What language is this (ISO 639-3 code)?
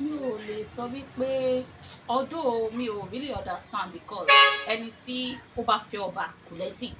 yor